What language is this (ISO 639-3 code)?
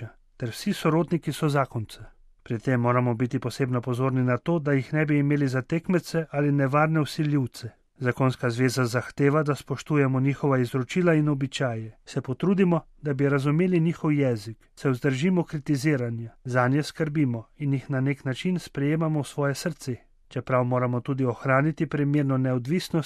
slv